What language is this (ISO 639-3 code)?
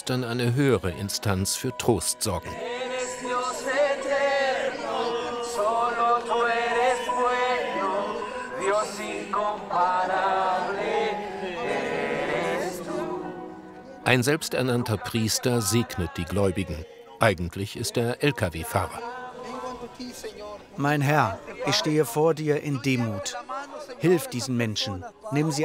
deu